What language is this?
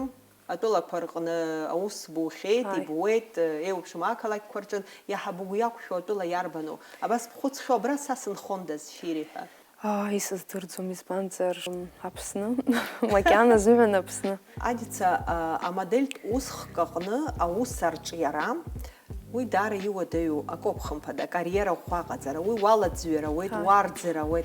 Abkhazian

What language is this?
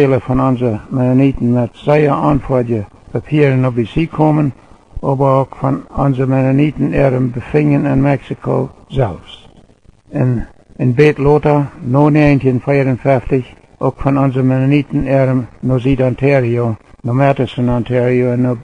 Plautdietsch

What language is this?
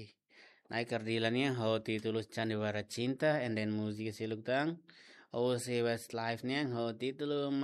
Tetum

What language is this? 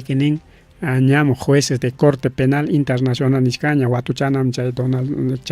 Ayacucho Quechua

